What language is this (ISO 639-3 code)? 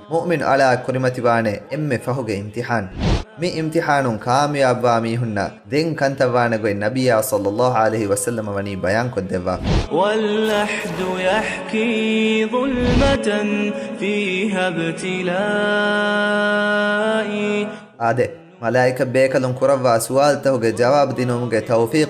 div